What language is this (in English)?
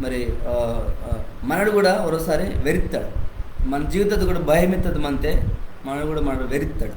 Koya